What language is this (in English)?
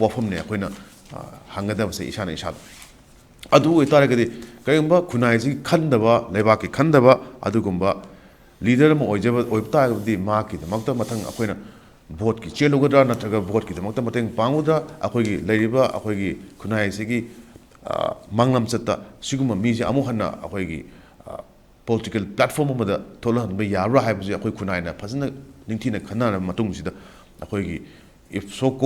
Manipuri